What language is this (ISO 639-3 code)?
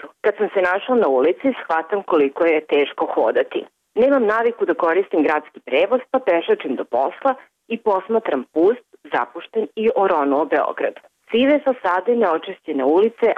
srp